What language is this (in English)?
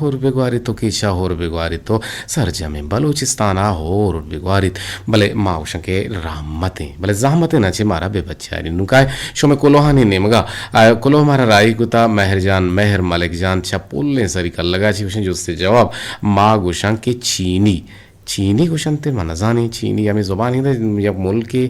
Eastern Balochi